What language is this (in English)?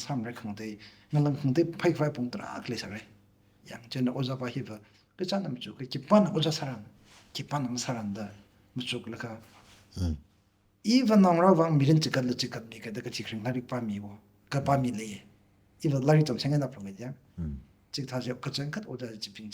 Tangkhul Naga (India)